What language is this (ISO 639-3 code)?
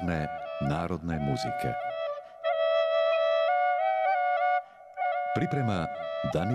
srp